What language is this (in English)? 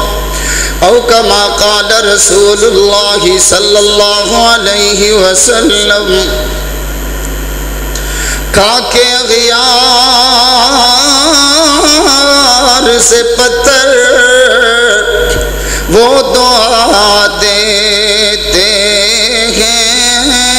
Urdu